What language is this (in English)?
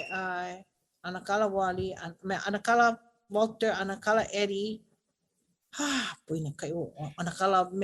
Hawaiian